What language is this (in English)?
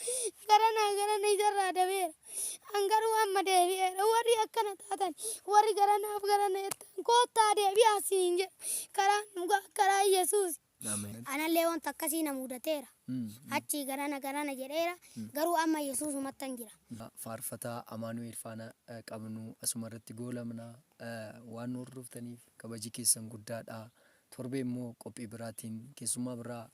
Oromo